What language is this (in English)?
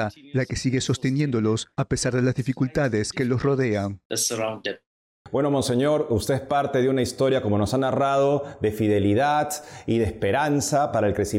Spanish